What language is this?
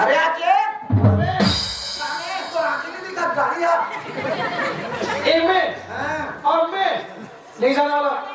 Chhattisgarhi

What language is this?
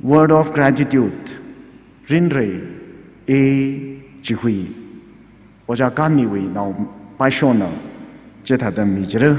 Tangkhul Naga (India)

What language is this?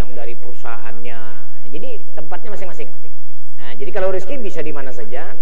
Indonesian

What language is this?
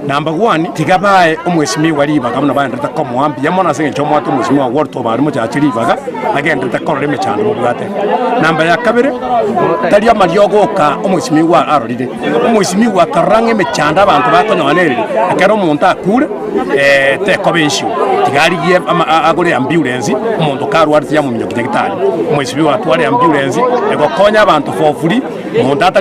Gusii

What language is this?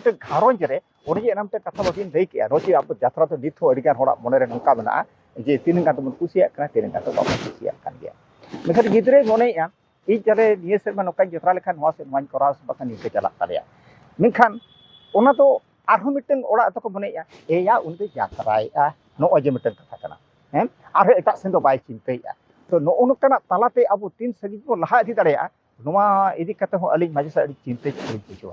Santali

